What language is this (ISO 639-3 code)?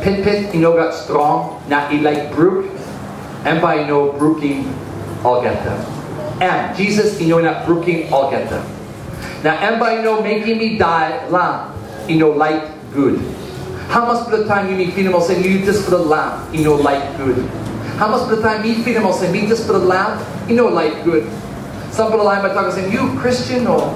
tpi